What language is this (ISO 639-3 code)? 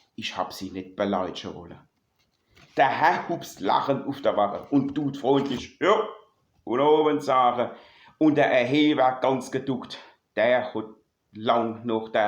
pfl